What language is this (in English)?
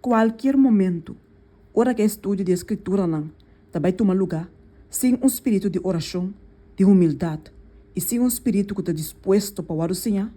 Papiamento